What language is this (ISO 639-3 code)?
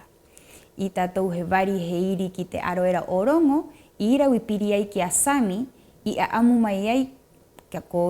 rap